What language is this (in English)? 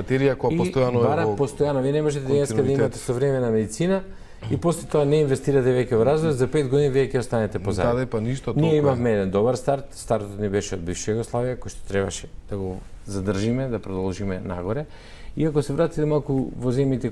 Macedonian